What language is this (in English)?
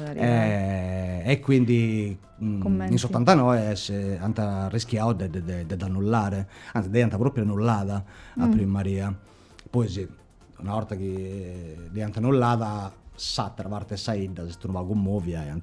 Sardinian